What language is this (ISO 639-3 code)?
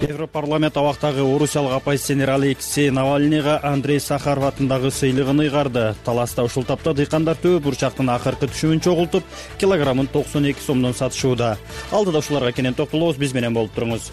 kir